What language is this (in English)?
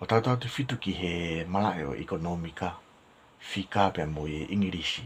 Tongan